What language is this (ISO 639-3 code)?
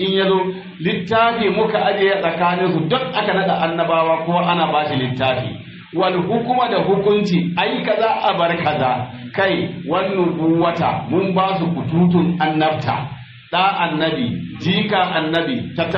hau